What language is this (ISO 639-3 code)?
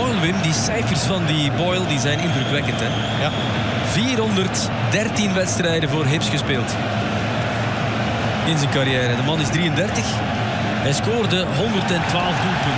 nld